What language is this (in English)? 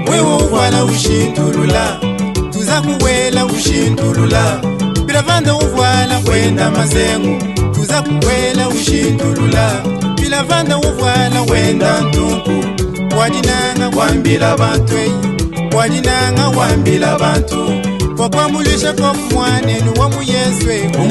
Luba-Lulua